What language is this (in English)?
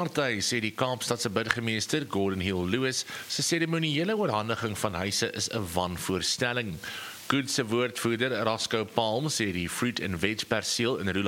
Afrikaans